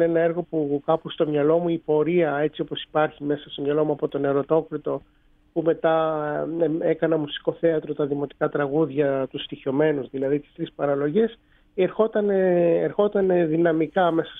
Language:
Greek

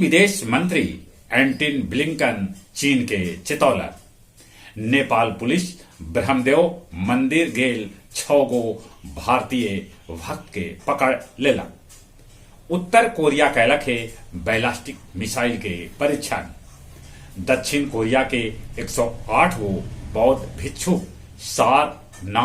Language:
Magahi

